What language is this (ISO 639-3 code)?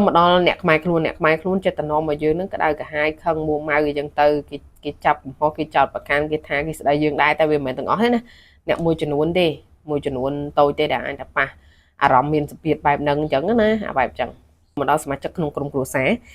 khm